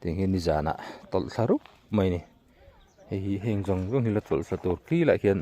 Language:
Mizo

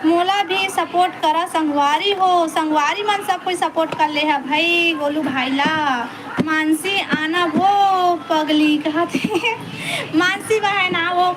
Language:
Chhattisgarhi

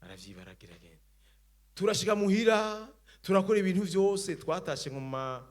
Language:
Rundi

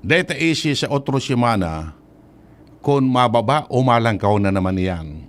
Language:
Bikol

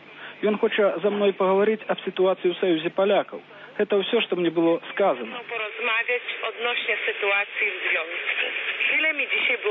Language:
Belarusian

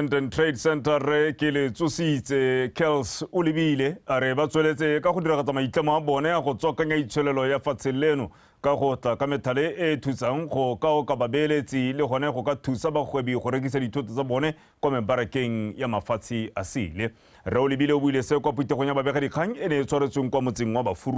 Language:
Tswana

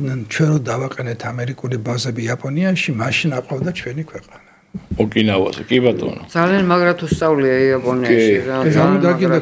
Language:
Georgian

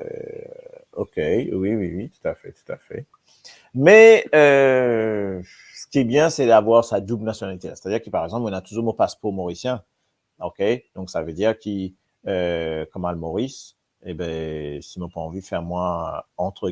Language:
Morisyen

